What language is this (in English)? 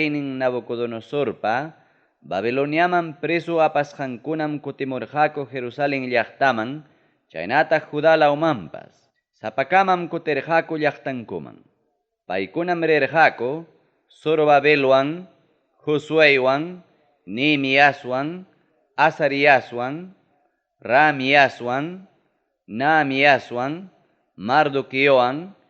Ayacucho Quechua